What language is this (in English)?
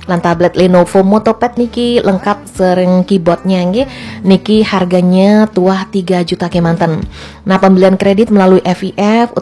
Balinese